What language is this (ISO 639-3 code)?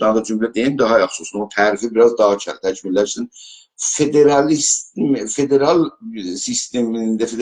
azb